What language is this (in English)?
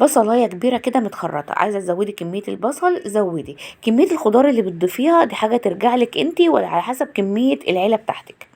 Egyptian Arabic